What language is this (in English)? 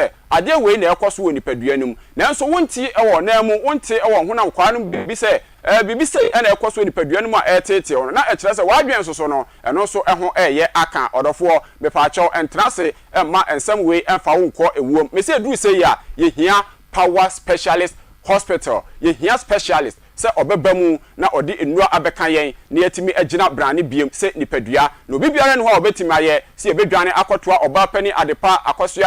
Akan